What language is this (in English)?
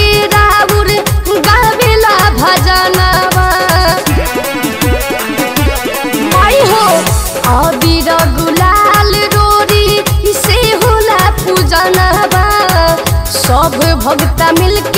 Bhojpuri